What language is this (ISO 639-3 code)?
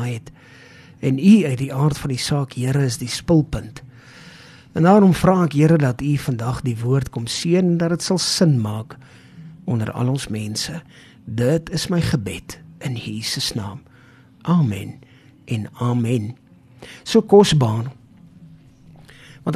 afr